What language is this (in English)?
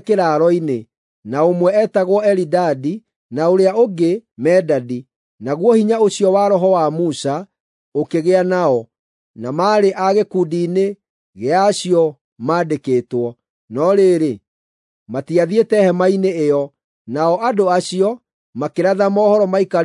Kikuyu